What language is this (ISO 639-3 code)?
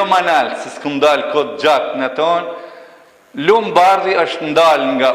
sqi